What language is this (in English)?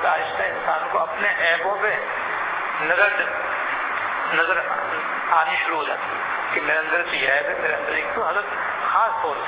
Urdu